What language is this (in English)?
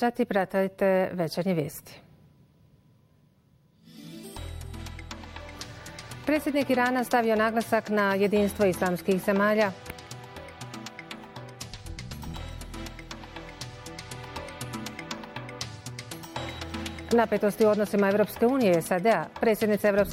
Bosnian